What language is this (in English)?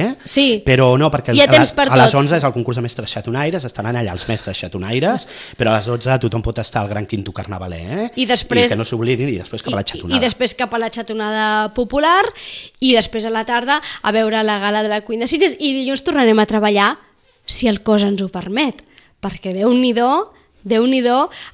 Catalan